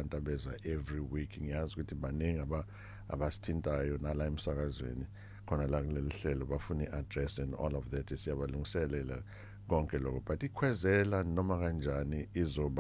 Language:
Zulu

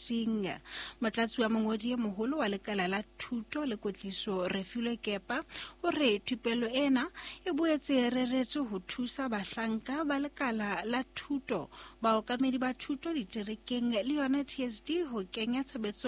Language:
Southern Sotho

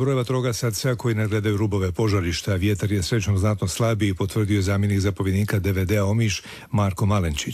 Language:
Croatian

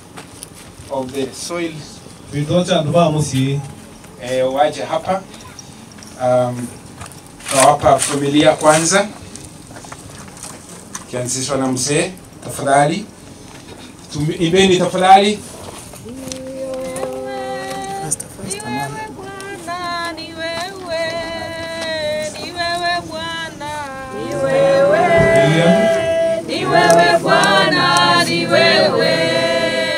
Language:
Swahili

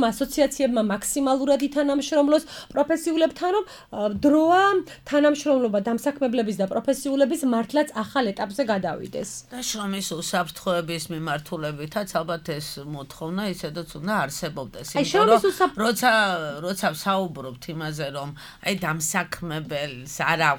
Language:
Georgian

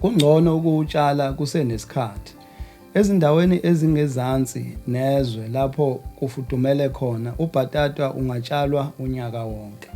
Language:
Zulu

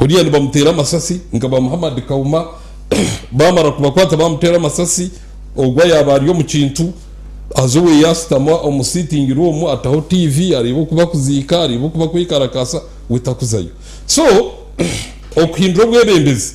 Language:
Nyankole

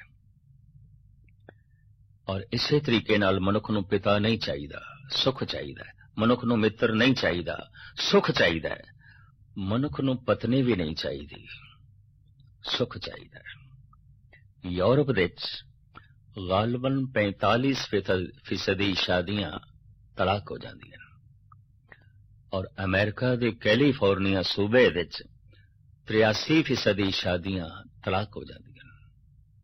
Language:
Punjabi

